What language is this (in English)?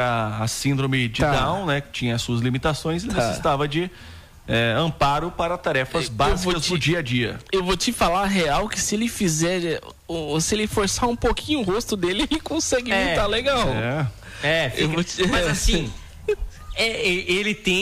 Portuguese